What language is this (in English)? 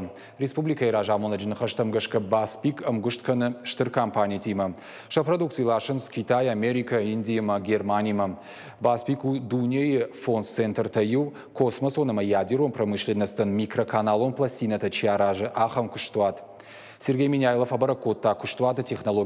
Ossetic